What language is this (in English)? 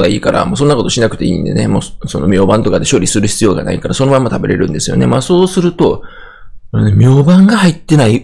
Japanese